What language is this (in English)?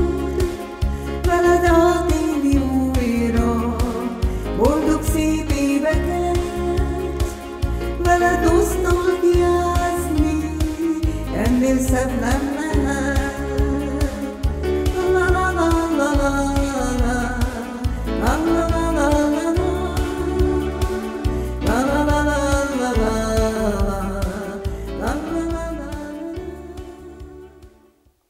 Hungarian